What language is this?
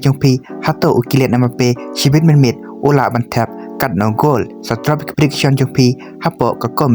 Khasi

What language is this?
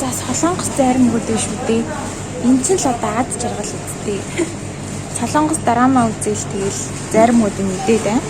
Mongolian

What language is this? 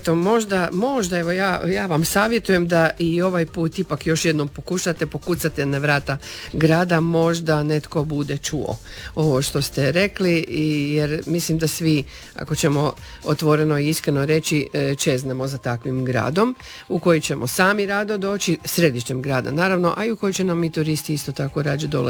Croatian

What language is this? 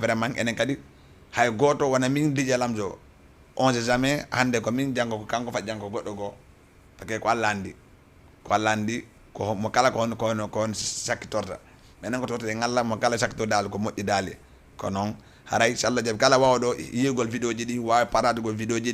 Fula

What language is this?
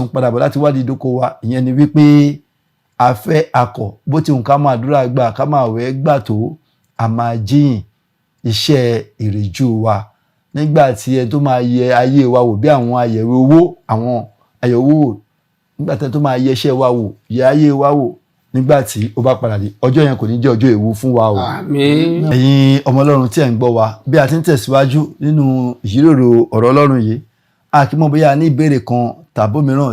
Yoruba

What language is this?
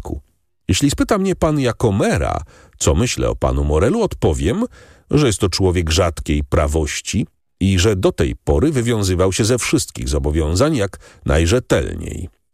Polish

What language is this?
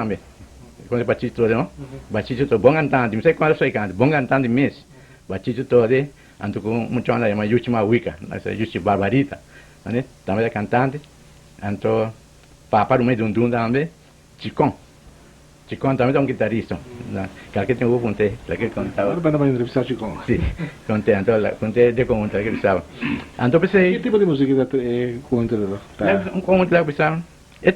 Papiamento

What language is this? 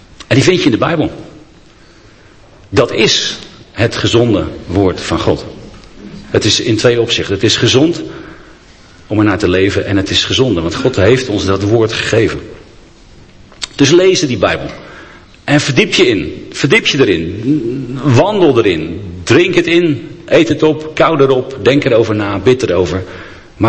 Dutch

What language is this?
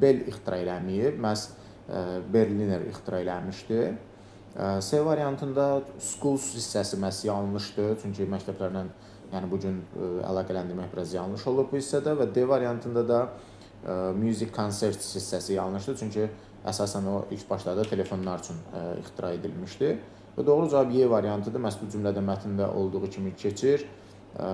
Azerbaijani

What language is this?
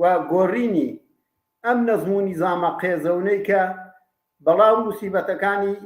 Central Kurdish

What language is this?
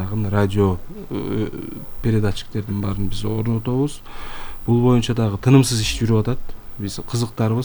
Kyrgyz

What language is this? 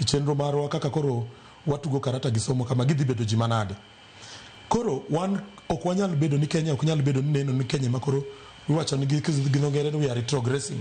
Luo (Kenya and Tanzania)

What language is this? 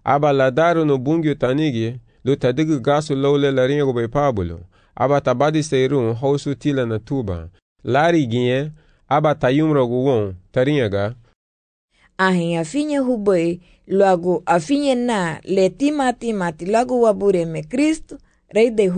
Garifuna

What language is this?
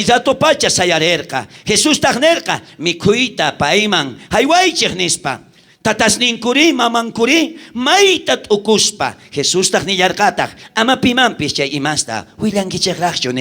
South Bolivian Quechua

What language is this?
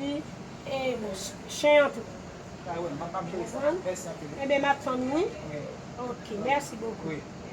Haitian Creole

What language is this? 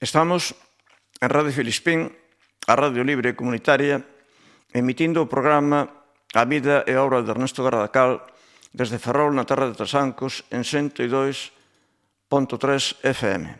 Galician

